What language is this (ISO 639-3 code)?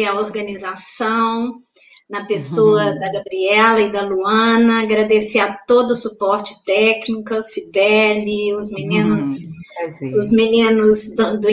por